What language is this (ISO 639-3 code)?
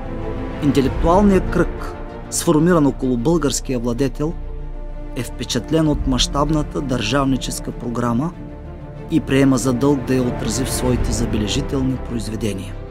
bul